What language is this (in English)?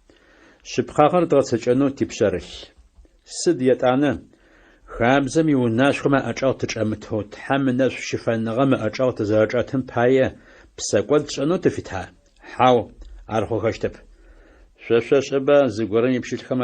Adyghe